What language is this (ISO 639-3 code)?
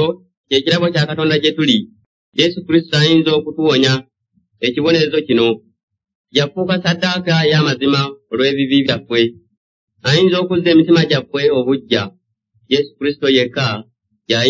lug